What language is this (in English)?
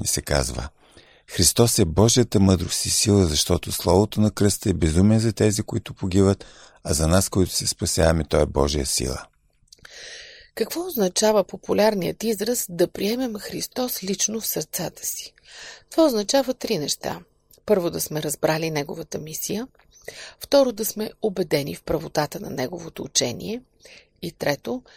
Bulgarian